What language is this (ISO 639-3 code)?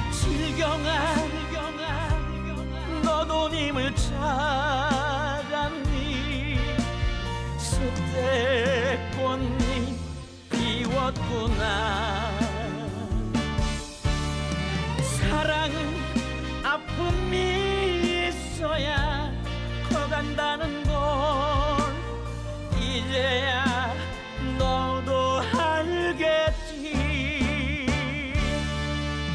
kor